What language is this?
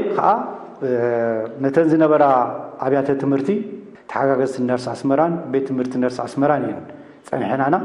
Tigrinya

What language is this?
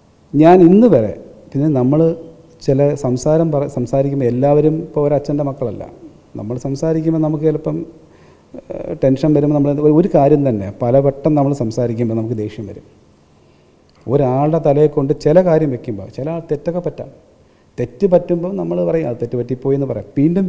Malayalam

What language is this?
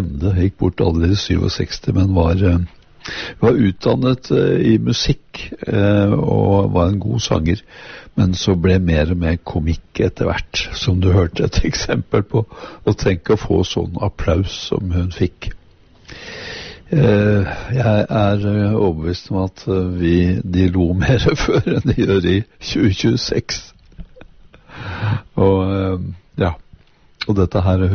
Norwegian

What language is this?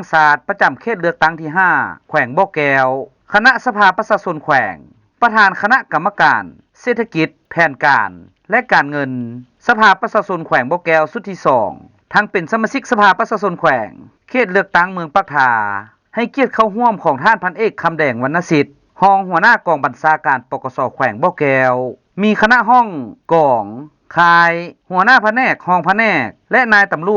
Lao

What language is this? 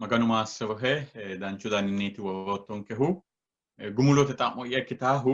Sidamo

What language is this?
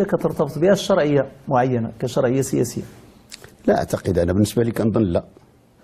Moroccan Arabic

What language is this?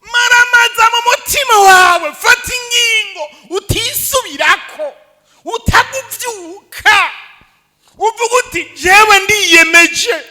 Rundi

